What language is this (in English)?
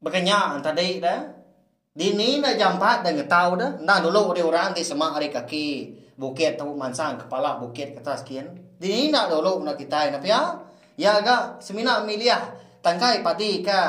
Iban